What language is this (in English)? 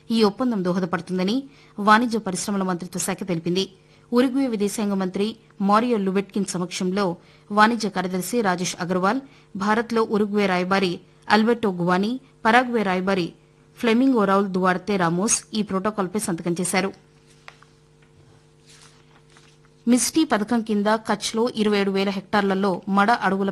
Telugu